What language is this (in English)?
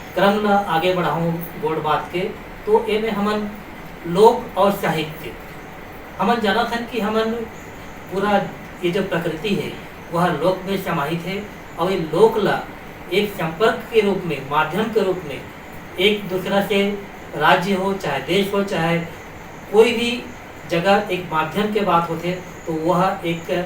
Chhattisgarhi